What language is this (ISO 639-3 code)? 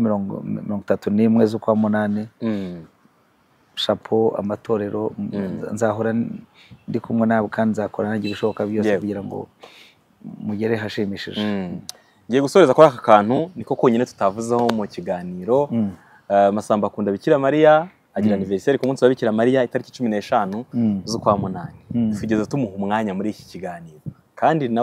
kin